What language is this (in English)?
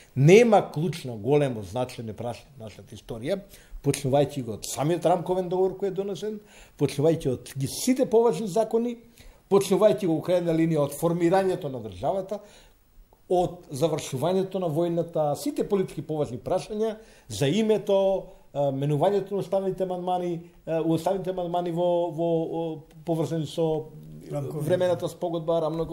Macedonian